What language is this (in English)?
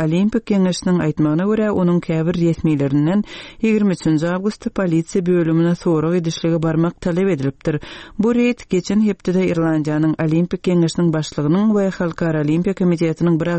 Turkmen